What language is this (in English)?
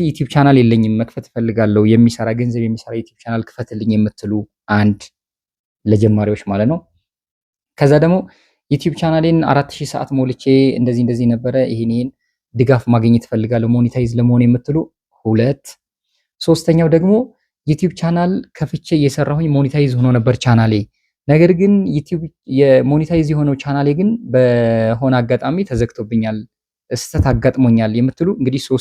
Amharic